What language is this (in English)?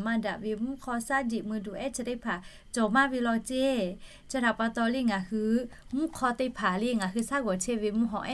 Lahu